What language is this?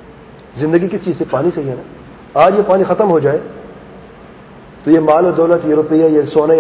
Urdu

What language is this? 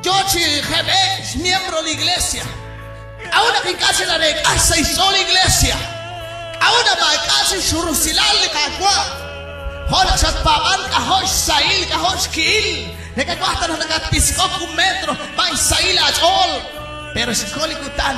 Kekchí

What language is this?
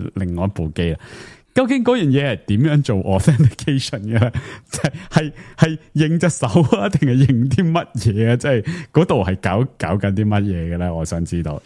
Cantonese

